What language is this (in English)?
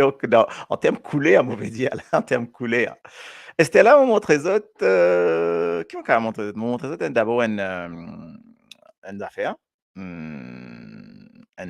Morisyen